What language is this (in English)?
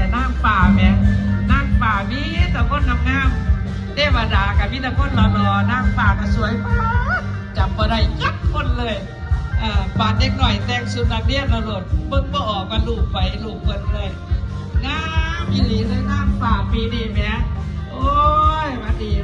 Lao